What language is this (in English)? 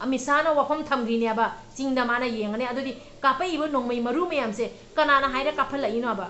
Manipuri